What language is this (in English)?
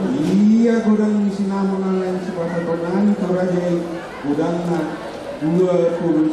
Batak Toba